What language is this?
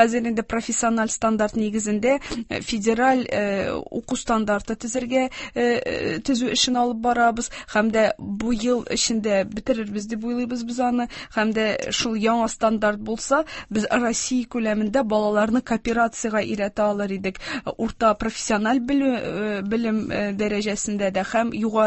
Tatar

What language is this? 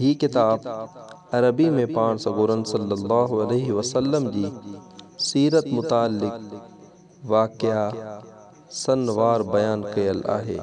Sindhi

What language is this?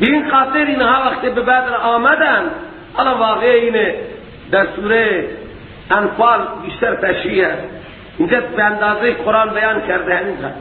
Persian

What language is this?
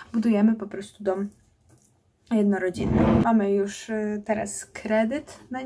Polish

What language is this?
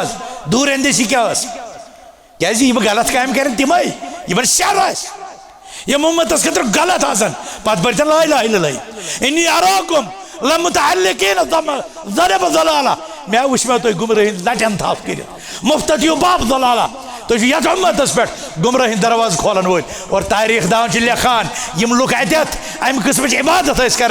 Kashmiri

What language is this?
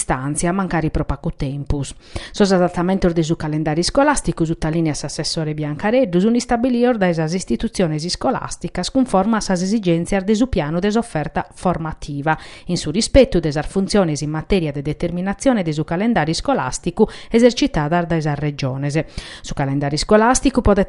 Sardinian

